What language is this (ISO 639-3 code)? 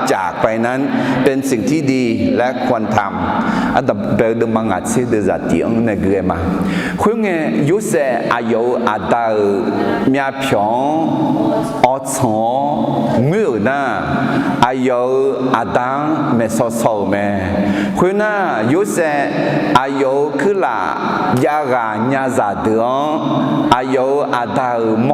ahk